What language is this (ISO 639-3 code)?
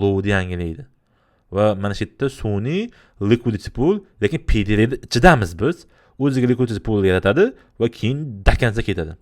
uzb